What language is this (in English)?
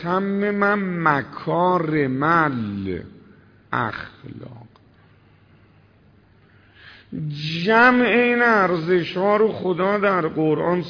Persian